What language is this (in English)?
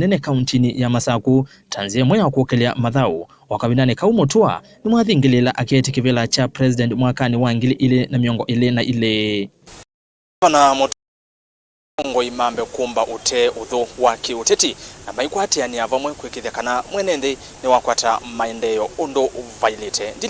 Kamba